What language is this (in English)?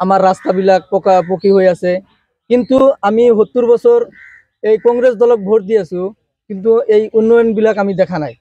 Assamese